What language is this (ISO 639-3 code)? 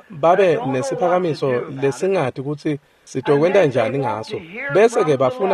ssw